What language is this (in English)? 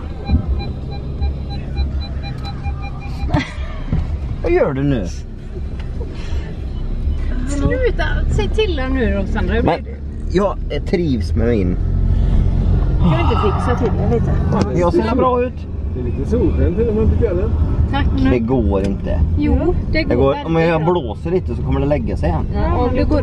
Swedish